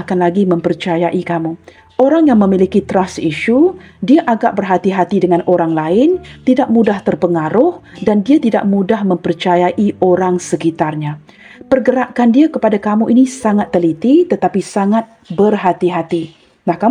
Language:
Malay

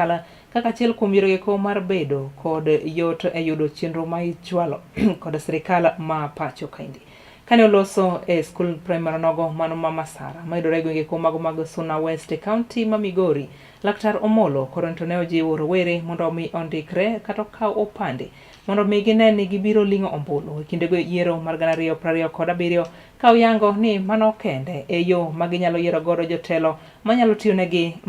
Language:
Luo (Kenya and Tanzania)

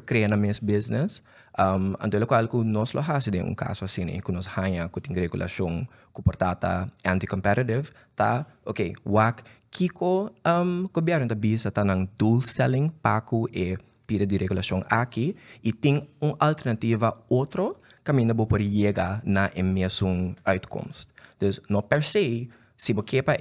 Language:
Papiamento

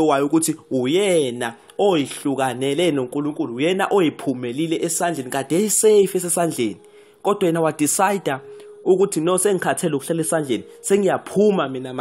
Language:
Zulu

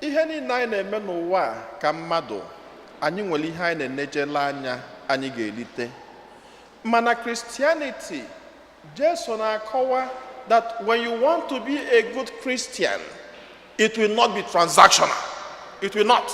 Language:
Igbo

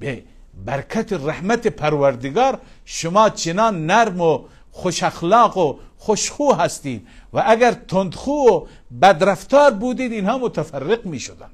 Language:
Persian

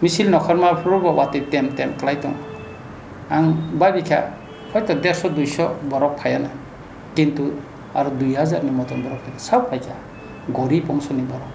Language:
Kok Borok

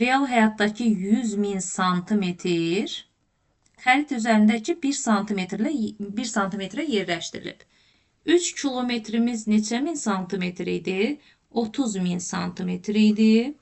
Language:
Azerbaijani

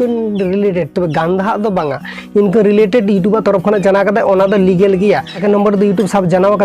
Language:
Santali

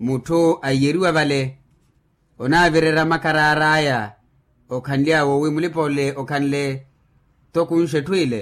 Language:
Makhuwa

